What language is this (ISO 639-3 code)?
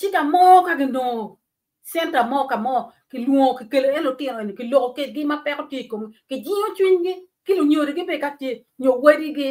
ach